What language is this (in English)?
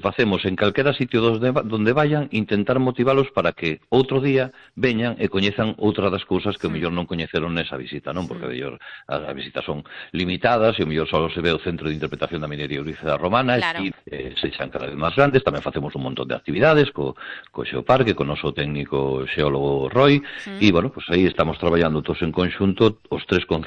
Galician